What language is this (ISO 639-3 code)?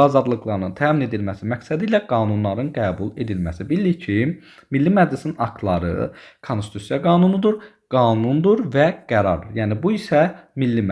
aze